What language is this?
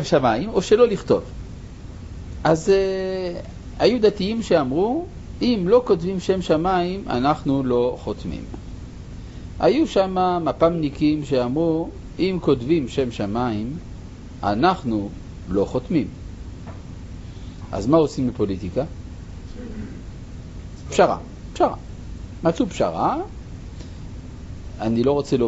Hebrew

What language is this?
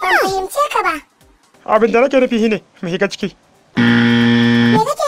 Hausa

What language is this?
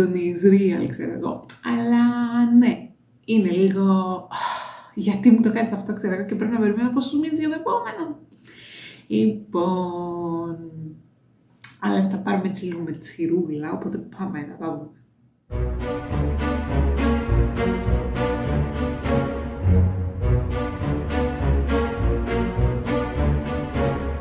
Greek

